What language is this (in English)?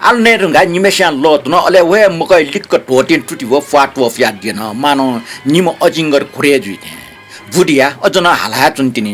Newari